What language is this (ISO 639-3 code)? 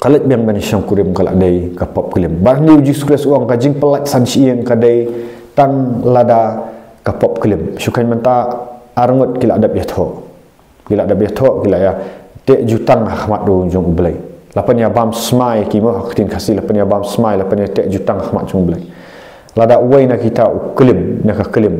kha